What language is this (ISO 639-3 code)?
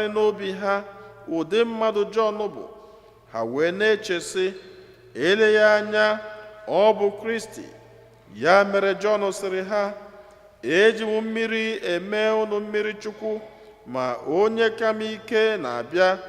ibo